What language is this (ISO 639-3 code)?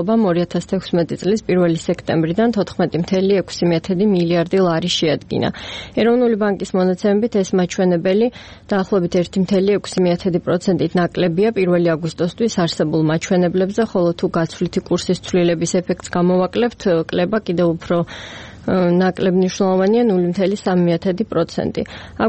kat